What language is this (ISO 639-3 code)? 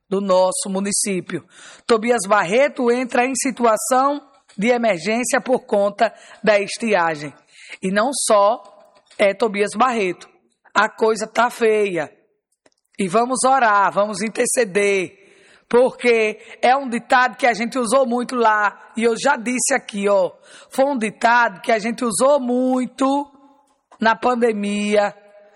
por